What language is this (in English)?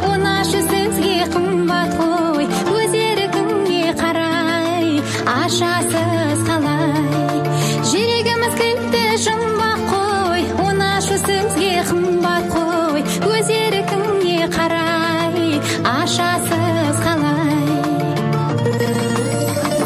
Kazakh